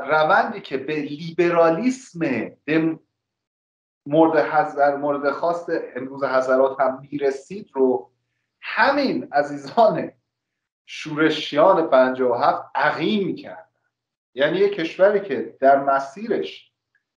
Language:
Persian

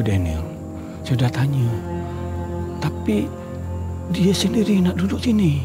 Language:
Malay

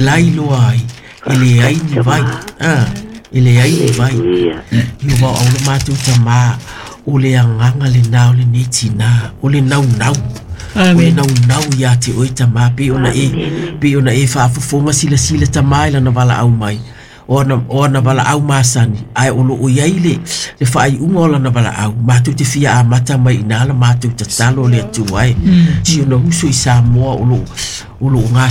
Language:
Samoan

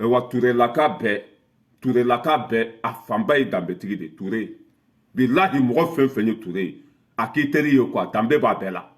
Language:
Bambara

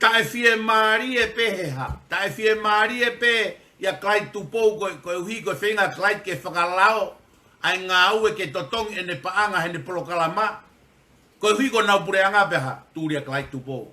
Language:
Tongan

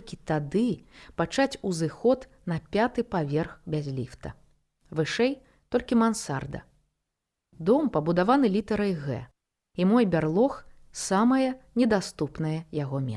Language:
Belarusian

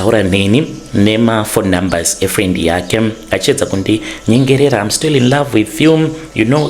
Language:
Shona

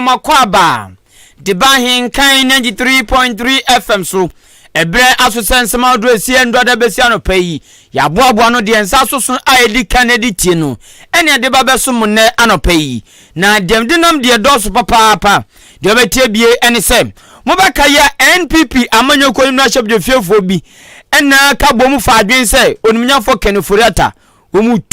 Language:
Akan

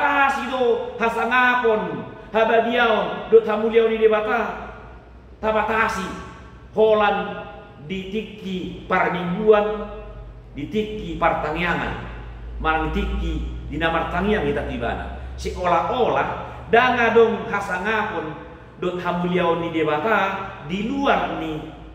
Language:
Batak Toba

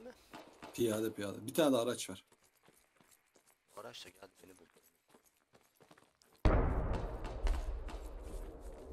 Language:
Turkish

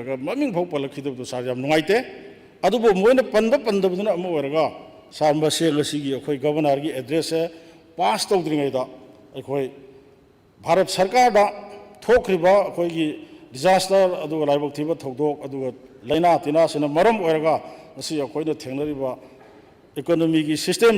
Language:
Manipuri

